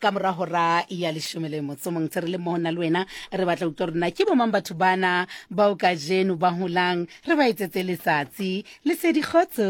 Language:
Southern Sotho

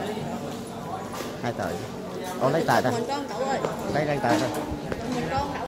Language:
Vietnamese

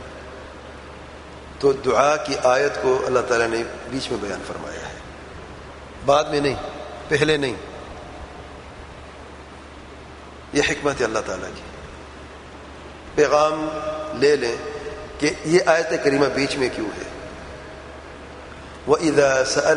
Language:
Urdu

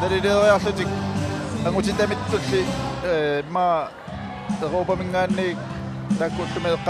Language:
Kalaallisut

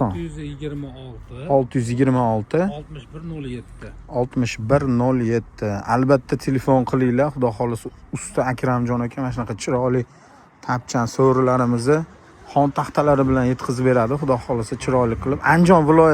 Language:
Uzbek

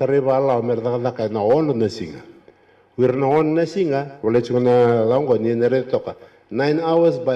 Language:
Fijian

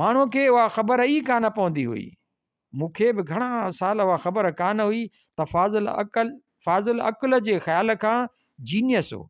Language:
Sindhi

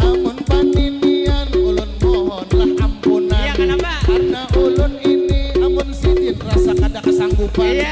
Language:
Banjar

